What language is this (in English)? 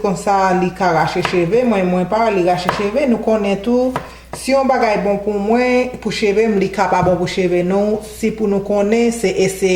Haitian Creole